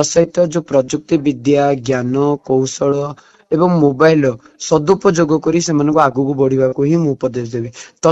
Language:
Odia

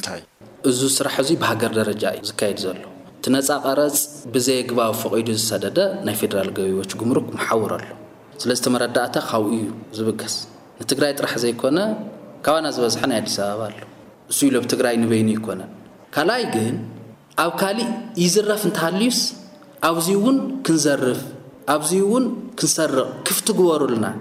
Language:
Tigrinya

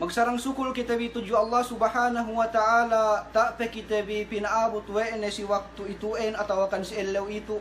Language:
Yakan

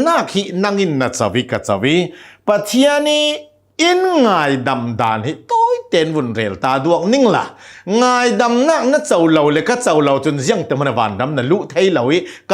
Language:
Hakha Chin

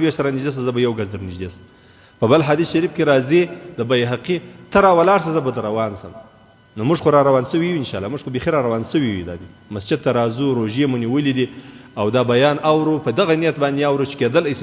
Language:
Pashto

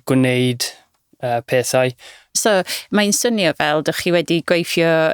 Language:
Welsh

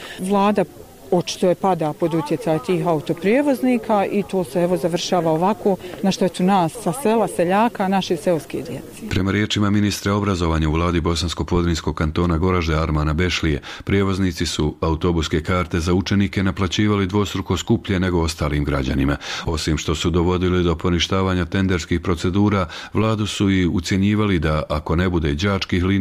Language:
Bosnian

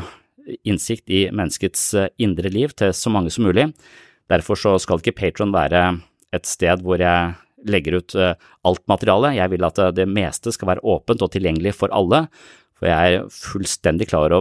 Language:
Norwegian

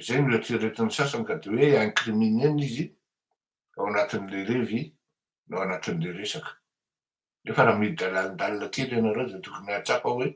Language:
Malagasy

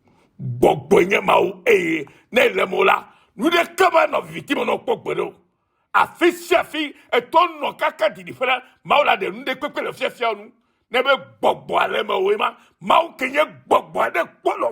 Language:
Ewe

